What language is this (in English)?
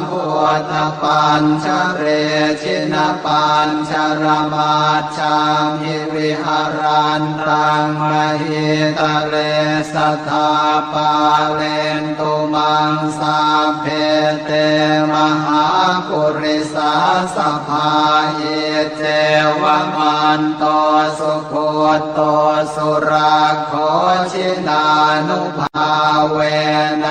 Pali